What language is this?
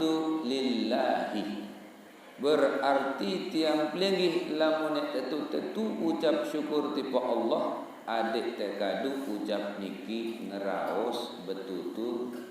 Sasak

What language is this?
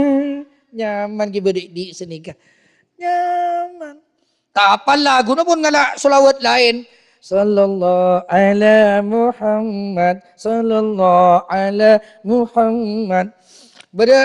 Madurese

